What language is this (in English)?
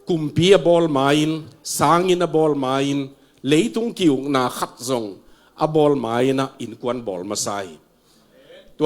Tedim Chin